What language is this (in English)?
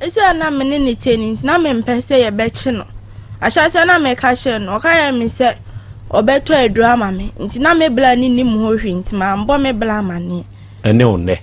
Akan